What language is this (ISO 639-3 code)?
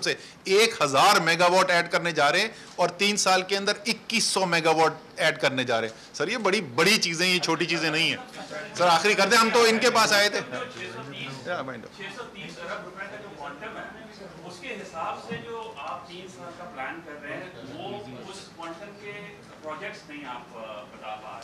urd